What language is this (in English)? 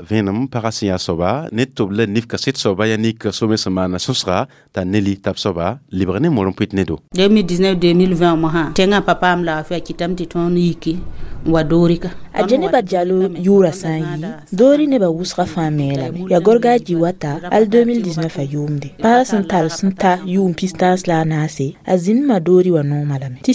Mossi